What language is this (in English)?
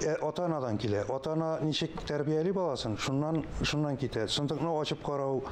Tatar